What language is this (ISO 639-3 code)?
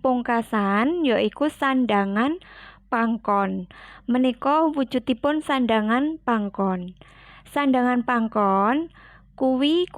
jav